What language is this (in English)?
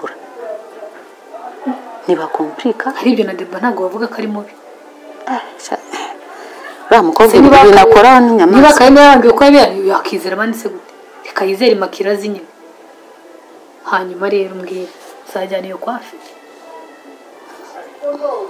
Kinyarwanda